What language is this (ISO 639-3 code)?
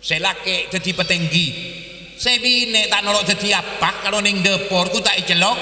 mad